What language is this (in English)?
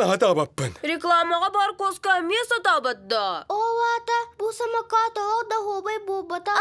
Yakut